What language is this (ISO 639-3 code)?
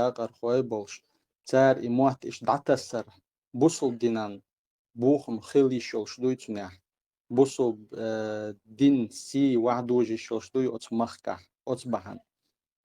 che